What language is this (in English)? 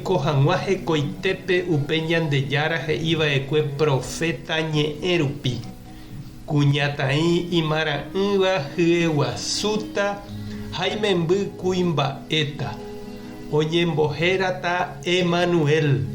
Guarani